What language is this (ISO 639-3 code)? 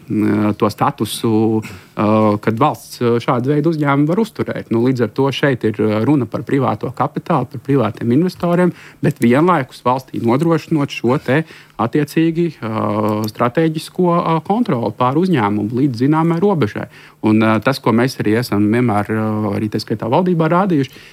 lav